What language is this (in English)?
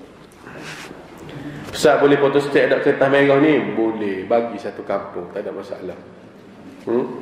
Malay